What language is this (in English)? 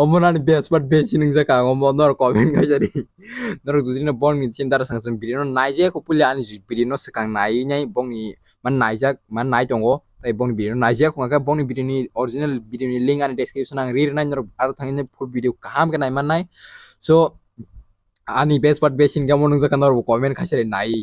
Kok Borok